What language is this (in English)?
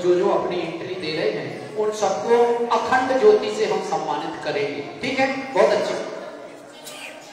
Hindi